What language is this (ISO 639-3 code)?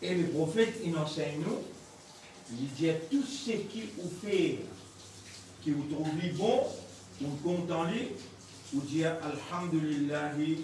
mfe